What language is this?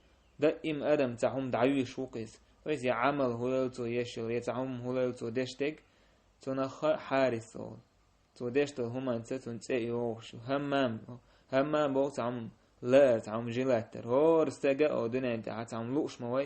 Chechen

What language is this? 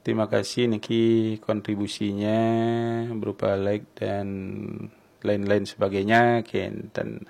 Balinese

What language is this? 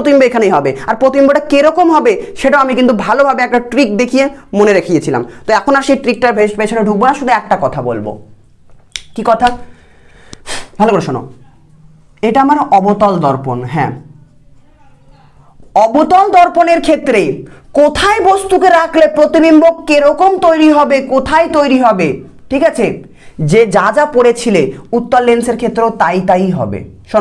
Bangla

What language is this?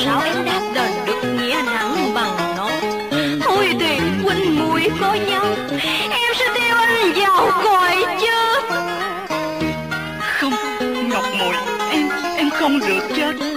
Vietnamese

